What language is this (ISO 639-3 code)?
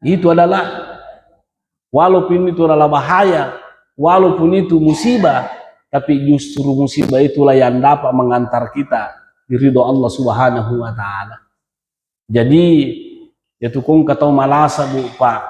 bug